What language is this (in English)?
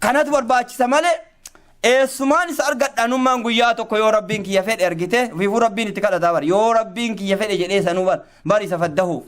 Oromo